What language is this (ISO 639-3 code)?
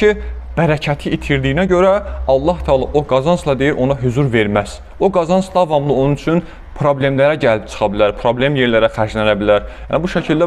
aze